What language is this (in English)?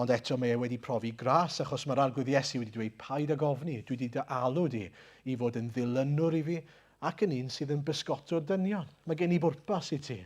Welsh